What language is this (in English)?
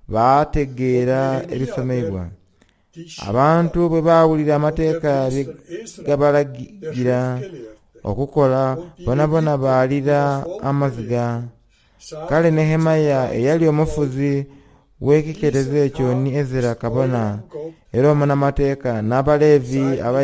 Soga